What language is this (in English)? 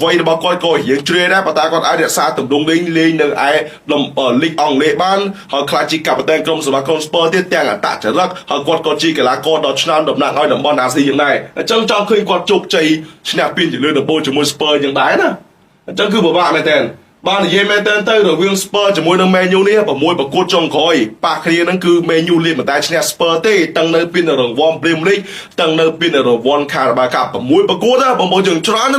Khmer